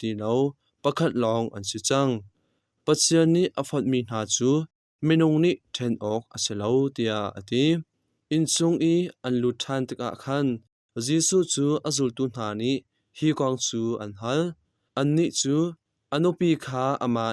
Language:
Hakha Chin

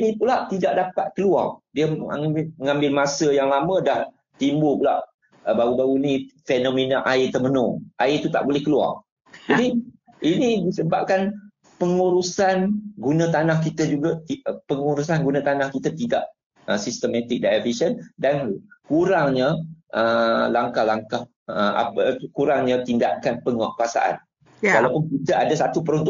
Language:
Malay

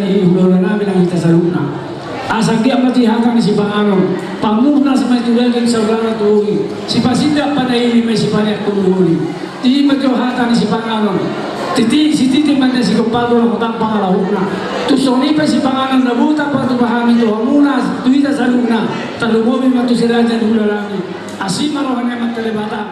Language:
Batak Toba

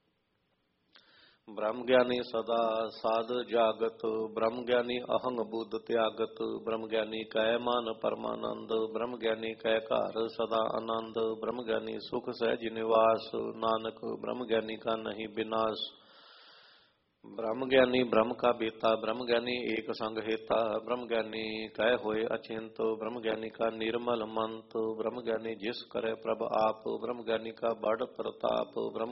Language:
Punjabi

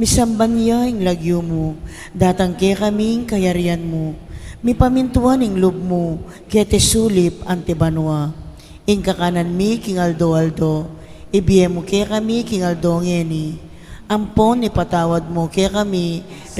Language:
Pampanga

